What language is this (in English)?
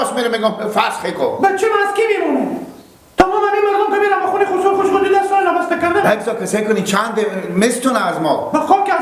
Persian